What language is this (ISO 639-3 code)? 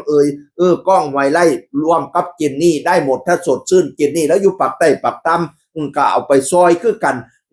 tts